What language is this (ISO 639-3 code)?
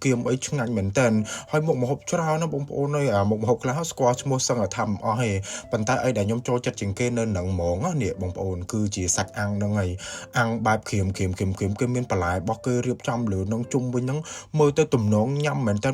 khm